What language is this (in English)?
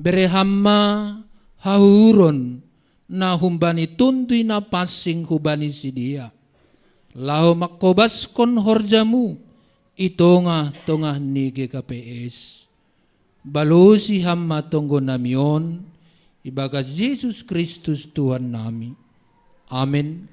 Batak Simalungun